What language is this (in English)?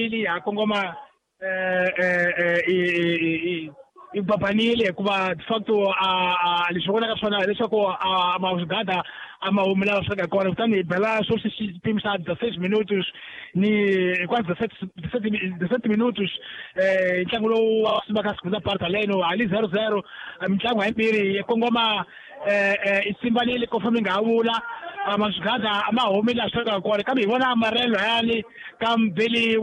Tsonga